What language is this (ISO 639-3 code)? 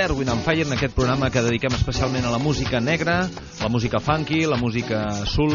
cat